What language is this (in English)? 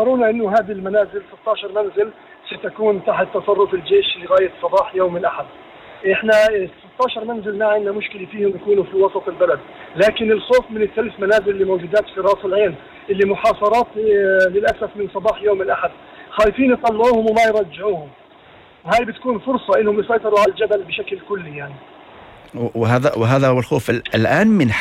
North Levantine Arabic